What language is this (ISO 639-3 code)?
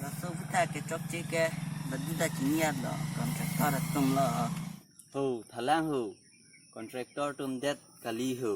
mjw